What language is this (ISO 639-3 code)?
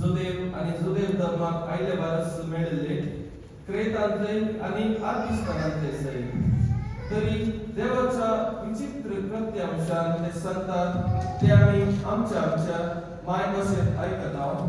kok